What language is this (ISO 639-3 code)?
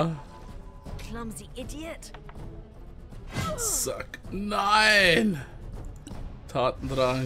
deu